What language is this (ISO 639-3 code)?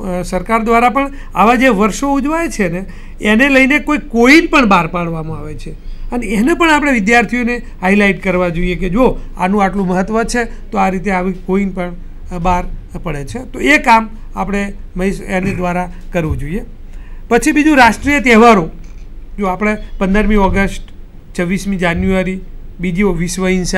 guj